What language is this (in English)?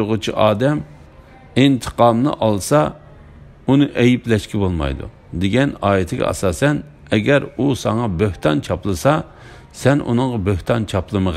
Uyghur